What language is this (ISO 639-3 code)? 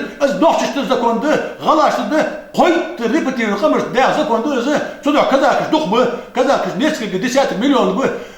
inh